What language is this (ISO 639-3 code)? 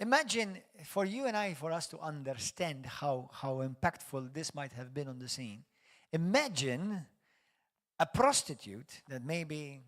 eng